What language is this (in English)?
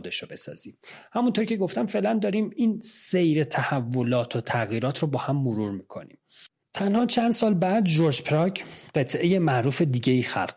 Persian